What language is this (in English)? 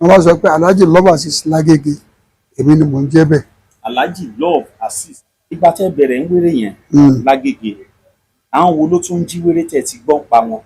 Yoruba